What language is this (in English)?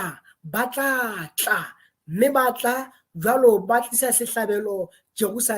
Southern Sotho